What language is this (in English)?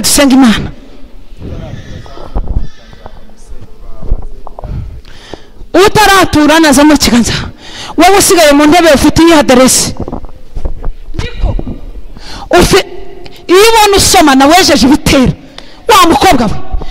Kinyarwanda